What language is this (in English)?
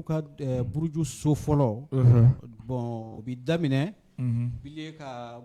Bambara